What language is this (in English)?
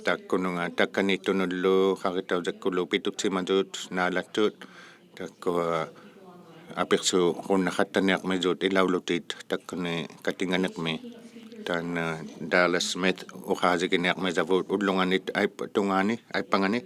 Inuktitut